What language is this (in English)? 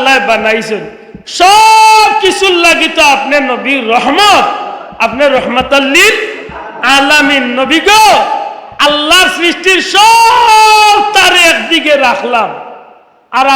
Sylheti